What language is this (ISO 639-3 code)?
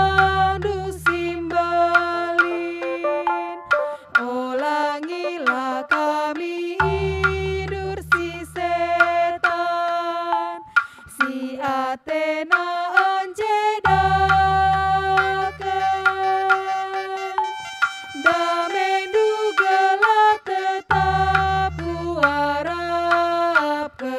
btx